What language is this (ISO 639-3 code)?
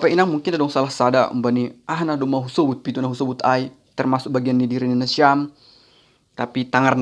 bts